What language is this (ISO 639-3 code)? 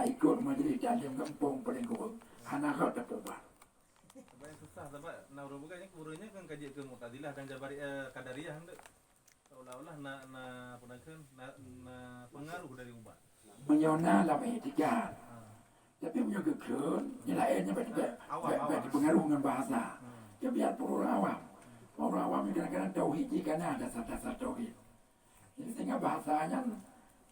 ace